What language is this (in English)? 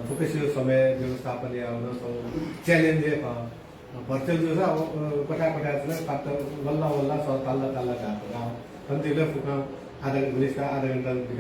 Newari